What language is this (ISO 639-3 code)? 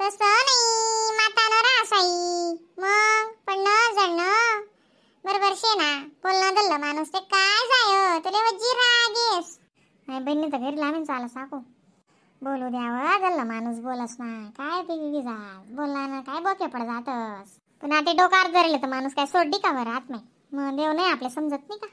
khn